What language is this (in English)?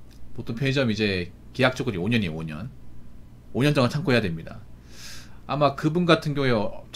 Korean